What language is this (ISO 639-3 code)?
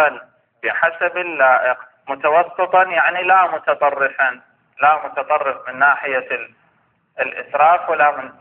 ara